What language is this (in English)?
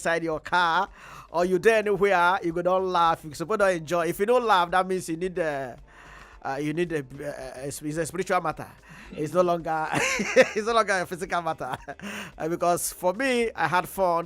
Nigerian Pidgin